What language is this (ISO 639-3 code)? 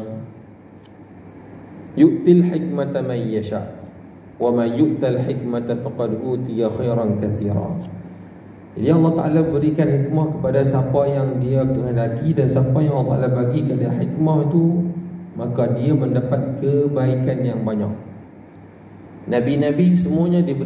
msa